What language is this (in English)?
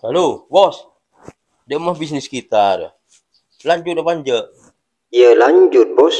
Madurese